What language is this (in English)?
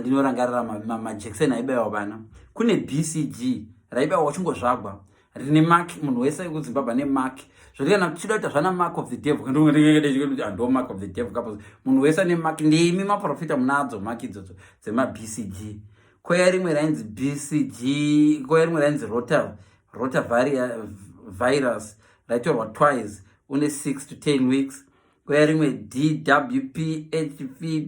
Shona